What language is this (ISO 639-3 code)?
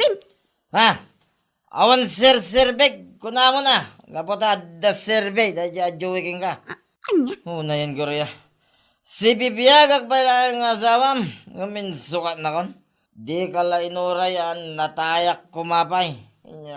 ilo